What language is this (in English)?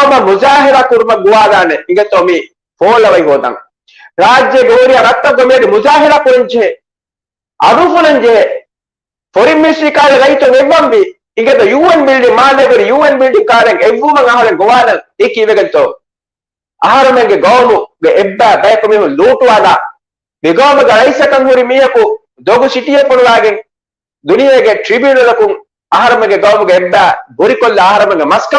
Divehi